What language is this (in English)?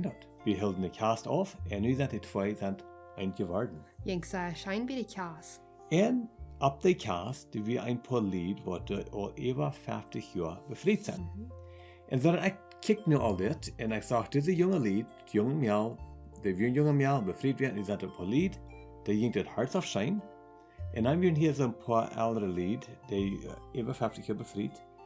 Plautdietsch